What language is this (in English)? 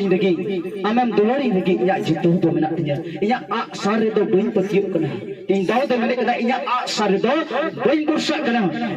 Santali